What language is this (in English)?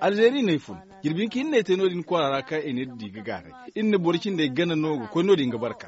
Zarma